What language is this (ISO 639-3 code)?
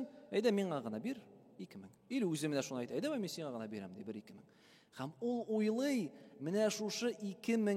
tat